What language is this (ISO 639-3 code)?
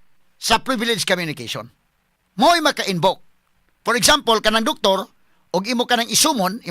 ceb